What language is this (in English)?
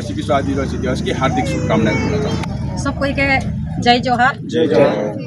Sadri